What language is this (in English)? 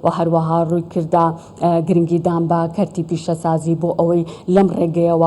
Central Kurdish